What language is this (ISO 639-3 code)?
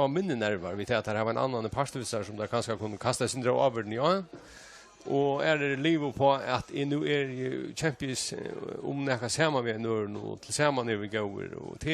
fao